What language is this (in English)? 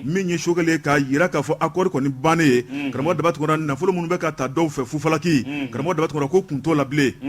Bambara